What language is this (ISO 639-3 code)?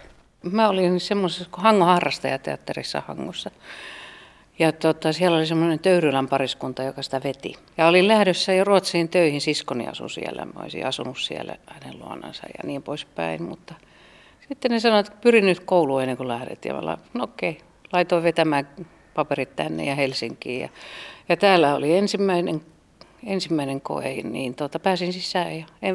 fin